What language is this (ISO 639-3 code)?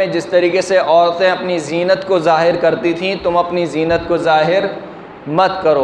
urd